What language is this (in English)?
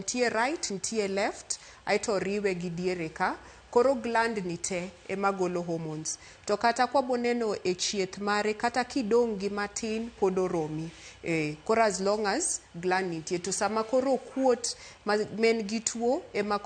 Luo (Kenya and Tanzania)